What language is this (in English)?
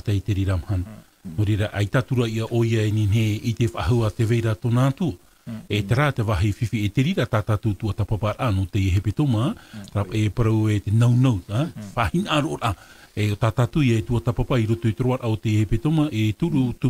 Tahitian